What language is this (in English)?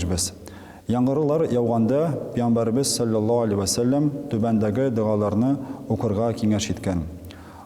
Tatar